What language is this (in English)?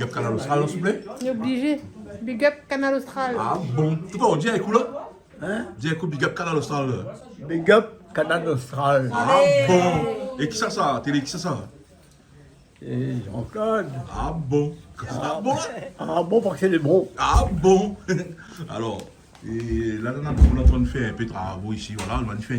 Réunion Creole French